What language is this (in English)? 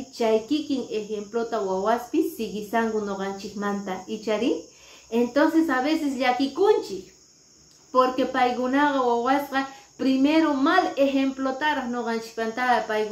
Quechua